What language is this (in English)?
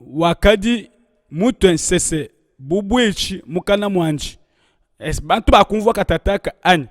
Luba-Lulua